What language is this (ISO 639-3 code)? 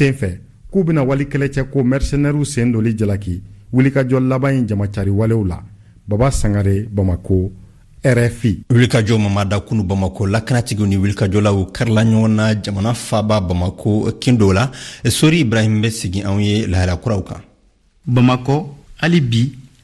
bam